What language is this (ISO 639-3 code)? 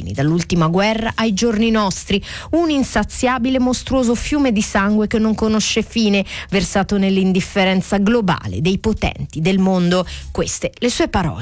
ita